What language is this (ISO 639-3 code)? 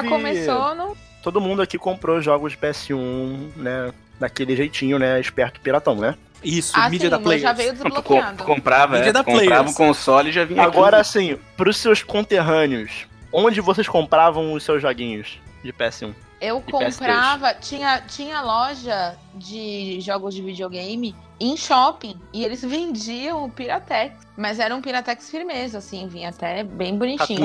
por